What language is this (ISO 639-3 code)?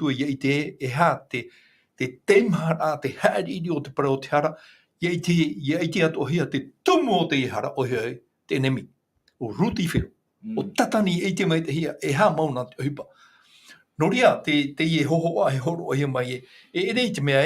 tah